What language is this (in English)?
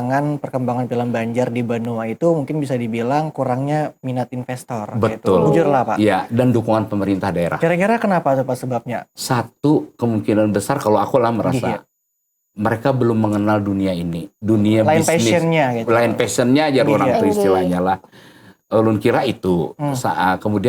Banjar